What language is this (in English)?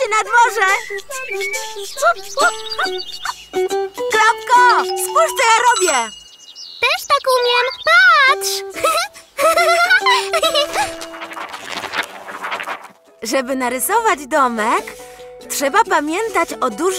Polish